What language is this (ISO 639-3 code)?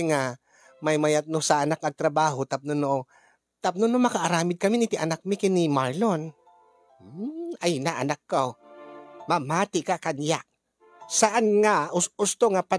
ilo